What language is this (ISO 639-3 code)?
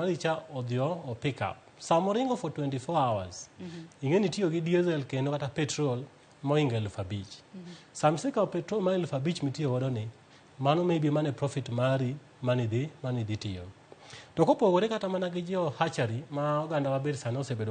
luo